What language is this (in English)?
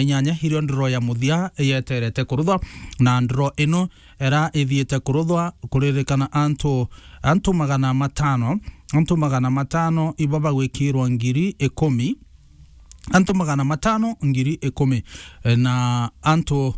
Meru